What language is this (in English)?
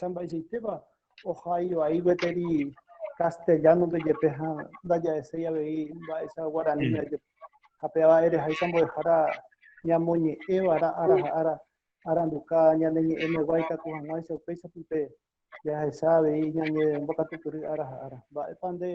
Guarani